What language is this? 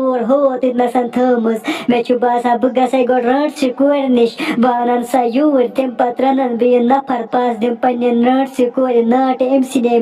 Kashmiri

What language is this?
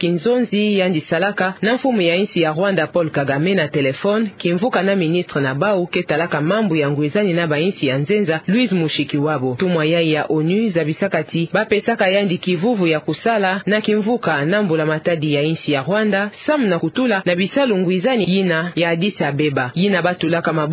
Kituba (Democratic Republic of Congo)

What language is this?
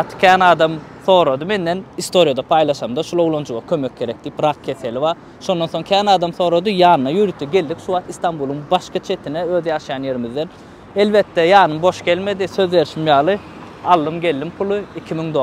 Turkmen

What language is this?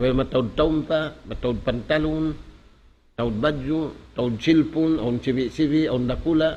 Tausug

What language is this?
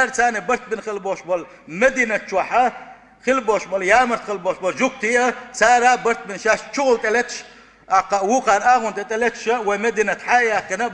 Chechen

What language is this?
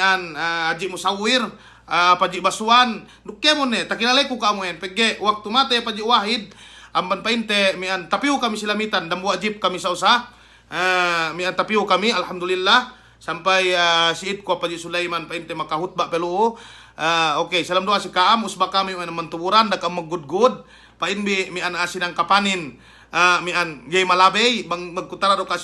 Yakan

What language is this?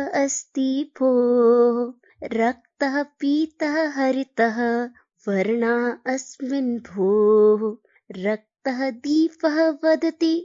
Sanskrit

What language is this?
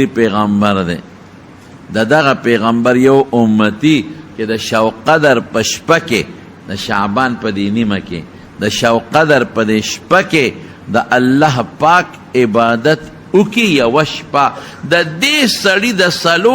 Pashto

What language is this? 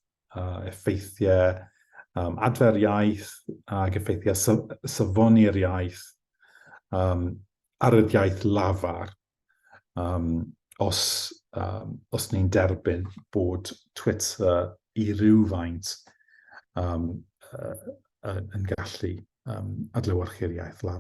Welsh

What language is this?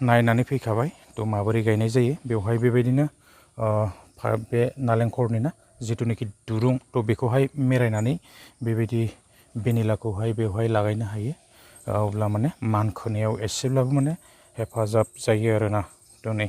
Bodo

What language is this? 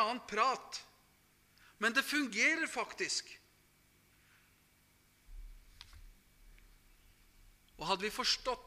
Norwegian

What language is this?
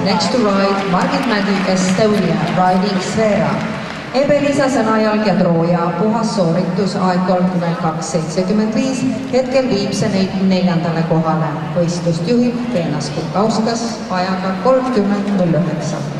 Estonian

